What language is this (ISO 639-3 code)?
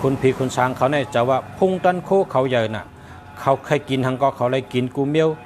shn